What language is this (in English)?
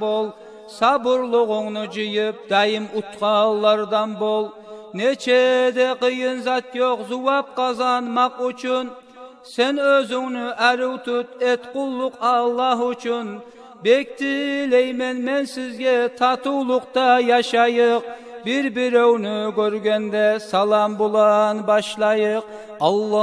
Kumyk